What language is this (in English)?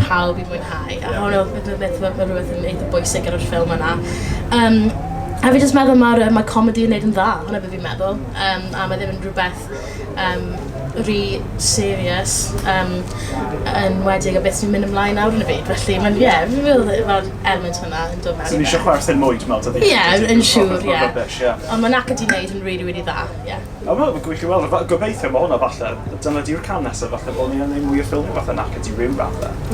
Welsh